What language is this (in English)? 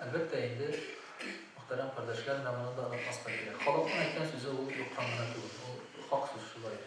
Tatar